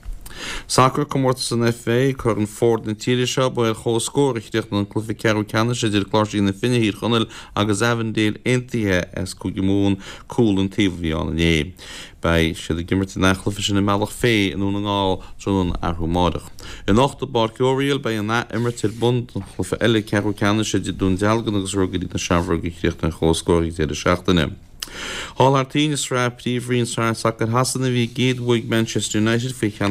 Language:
Irish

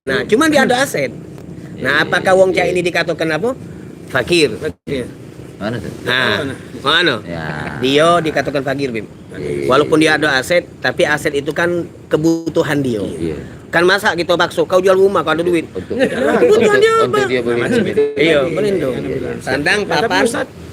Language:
Musi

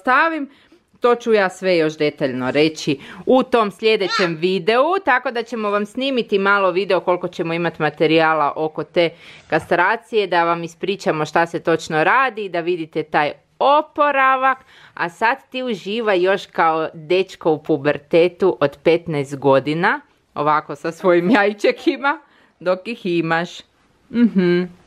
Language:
Croatian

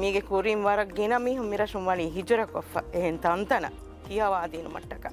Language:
Divehi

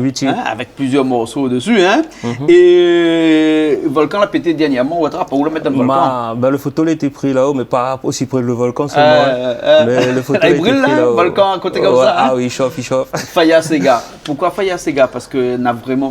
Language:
Réunion Creole French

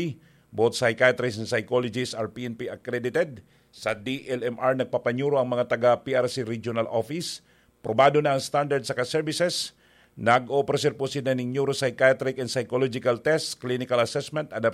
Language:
Bikol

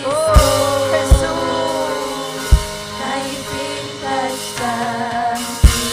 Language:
Ayacucho Quechua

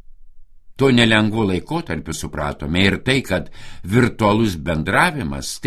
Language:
Lithuanian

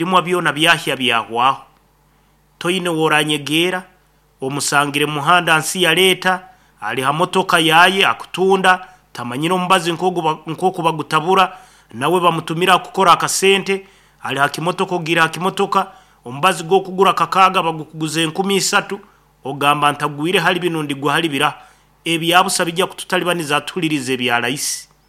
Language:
Nyoro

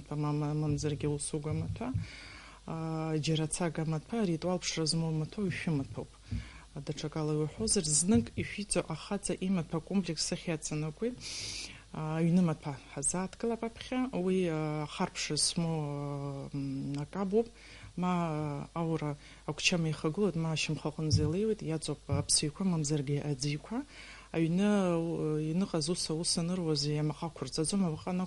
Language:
Abkhazian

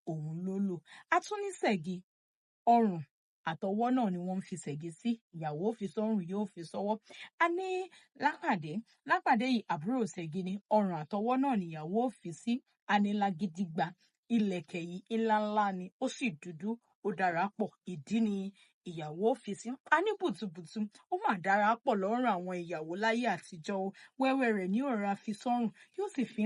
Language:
Yoruba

